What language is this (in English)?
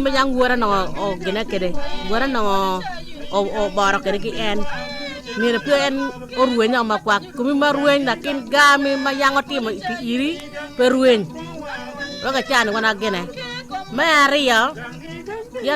Acoli